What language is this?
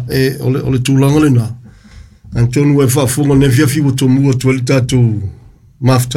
Samoan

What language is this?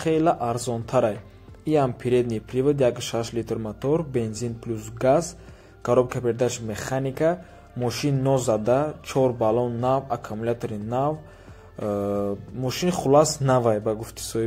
Tajik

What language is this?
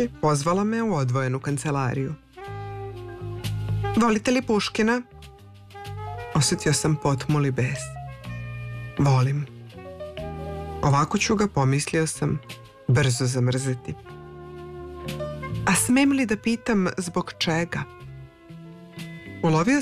Serbian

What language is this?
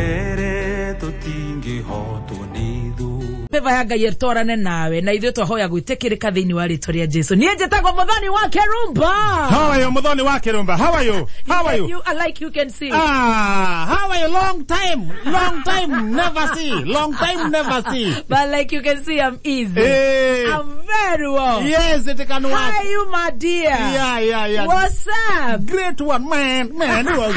Kikuyu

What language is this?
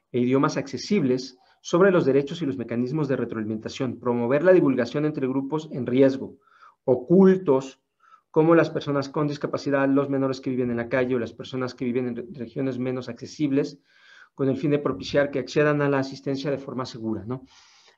Spanish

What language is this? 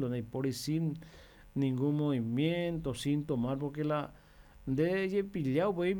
Guarani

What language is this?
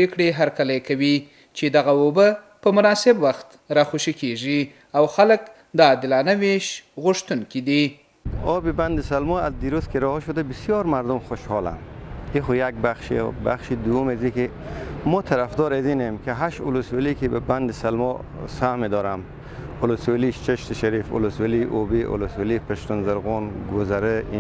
Pashto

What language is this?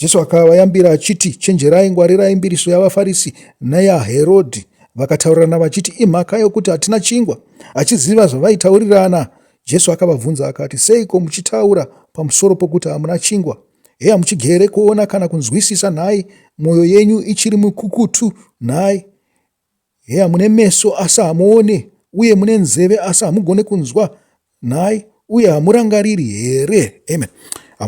Shona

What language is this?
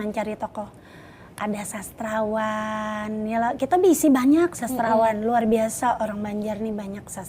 Banjar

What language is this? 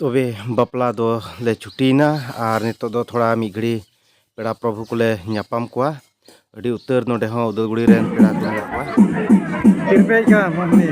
Santali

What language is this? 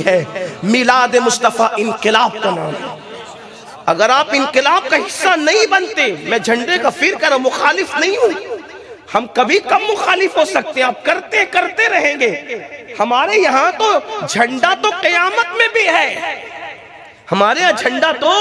Urdu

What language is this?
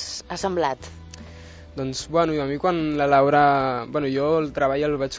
Catalan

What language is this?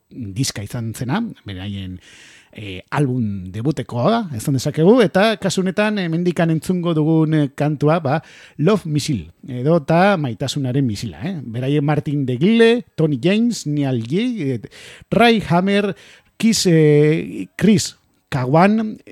Basque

